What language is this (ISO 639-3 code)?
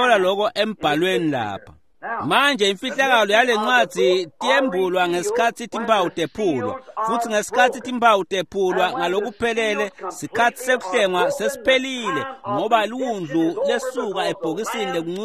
ssw